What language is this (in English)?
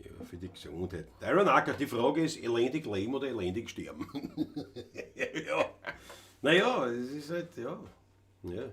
Bavarian